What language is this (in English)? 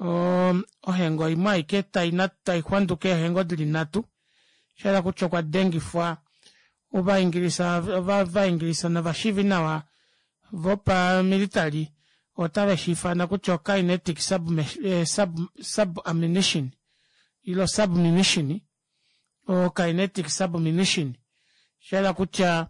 Kuanyama